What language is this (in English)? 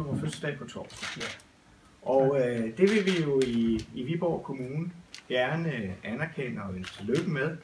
Danish